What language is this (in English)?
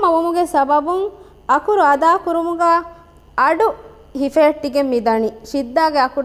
Divehi